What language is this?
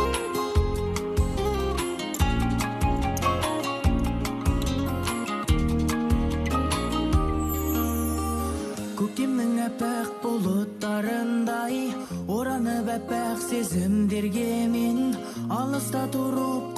Kazakh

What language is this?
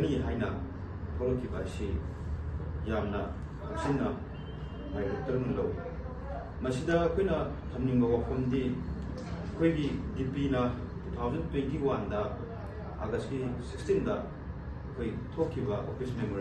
Manipuri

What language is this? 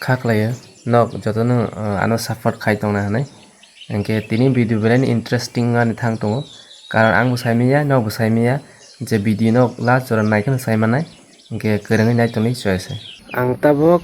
Kok Borok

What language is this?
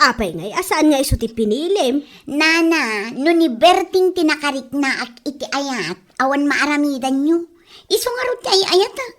Iloko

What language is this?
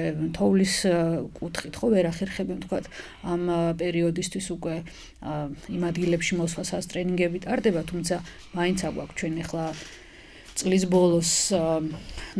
Georgian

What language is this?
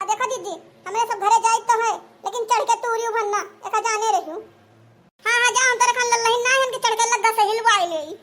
Awadhi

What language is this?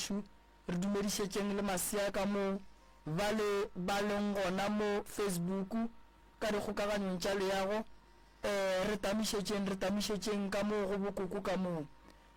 Northern Sotho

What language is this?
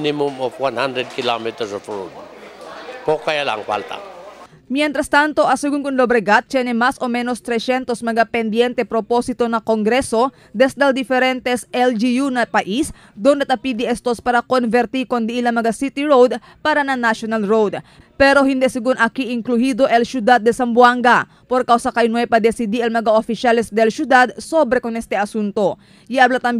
Chavacano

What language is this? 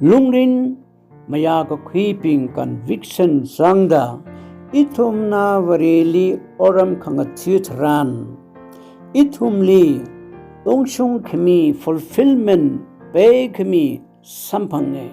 Tangkhul Naga (India)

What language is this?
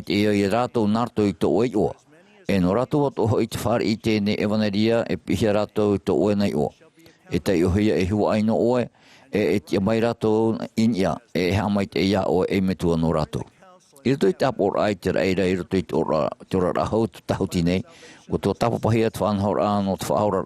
Tahitian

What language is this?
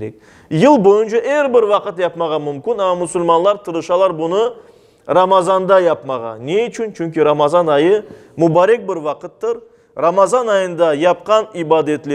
Crimean Tatar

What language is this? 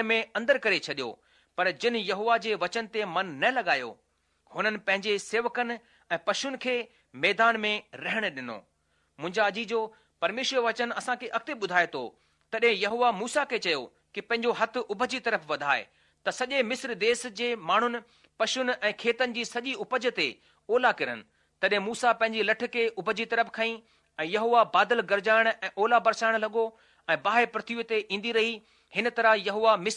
Sindhi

